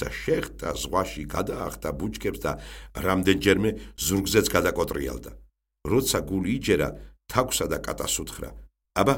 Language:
Georgian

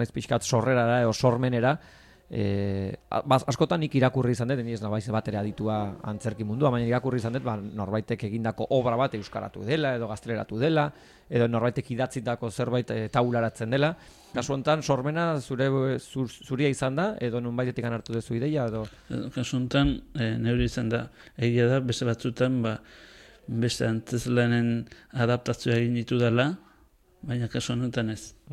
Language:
Basque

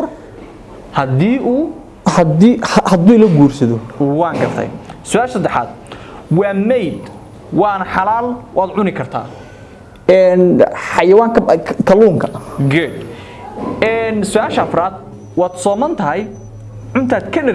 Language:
Somali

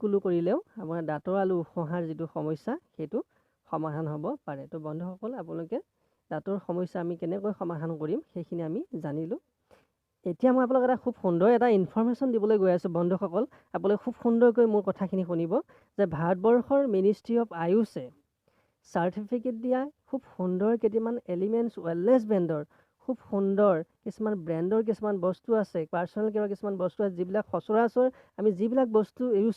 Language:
Assamese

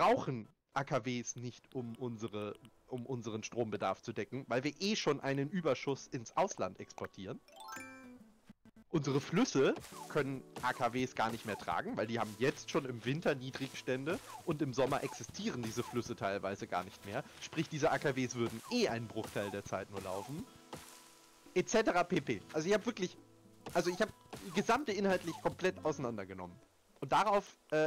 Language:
German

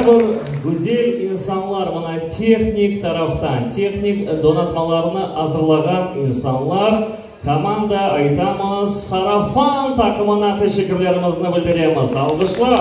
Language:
Crimean Tatar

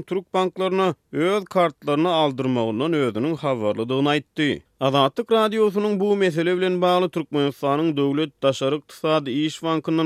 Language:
Turkmen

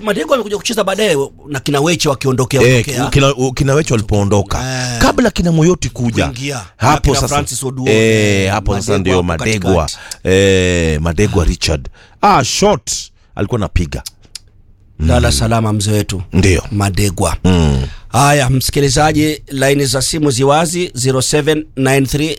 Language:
Swahili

